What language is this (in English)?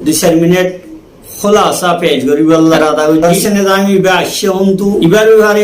Rohingya